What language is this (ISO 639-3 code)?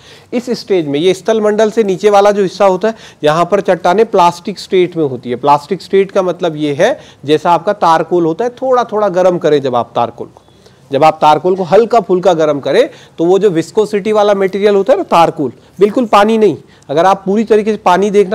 hin